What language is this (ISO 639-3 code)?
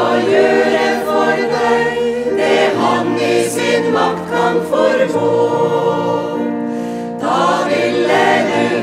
nor